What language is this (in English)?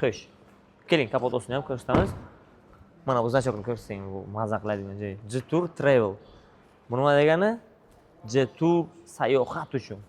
Uzbek